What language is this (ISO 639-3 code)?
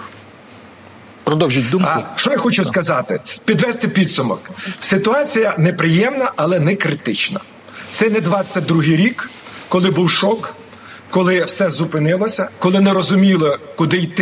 ukr